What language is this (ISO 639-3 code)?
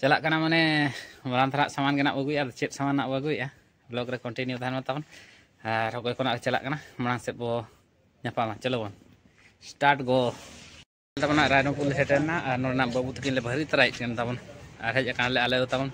sat